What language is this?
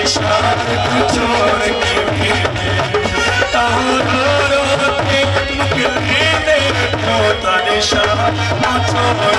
Saraiki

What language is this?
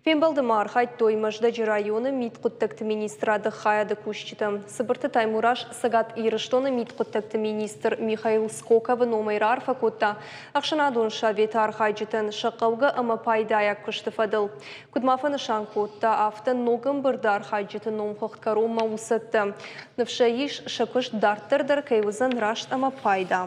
Ossetic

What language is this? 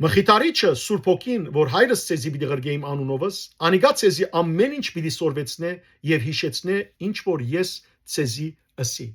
Western Armenian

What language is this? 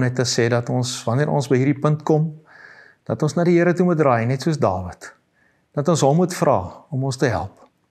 Afrikaans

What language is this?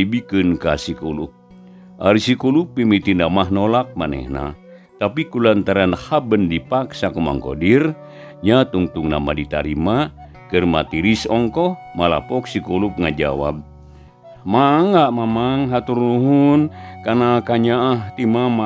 Sundanese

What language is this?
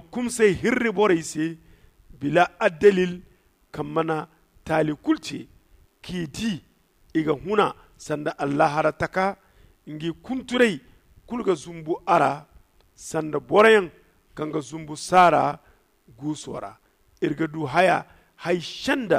Zarma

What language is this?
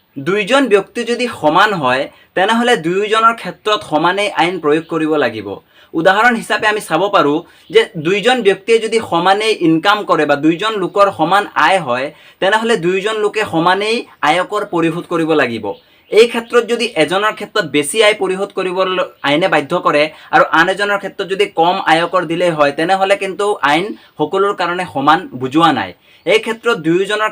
Assamese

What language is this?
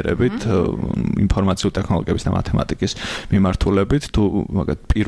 Georgian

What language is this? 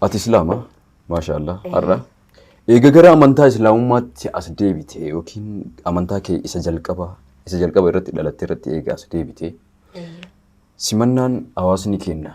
Oromo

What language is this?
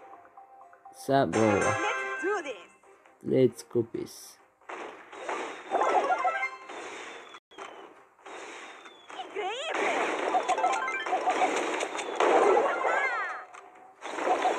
Bulgarian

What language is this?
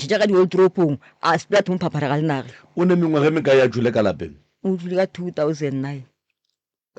Northern Sotho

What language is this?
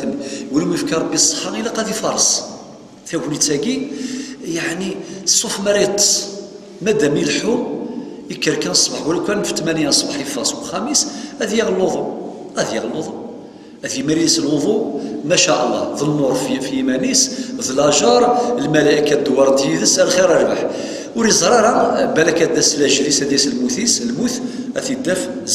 Kabyle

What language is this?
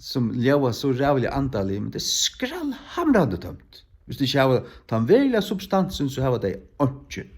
Faroese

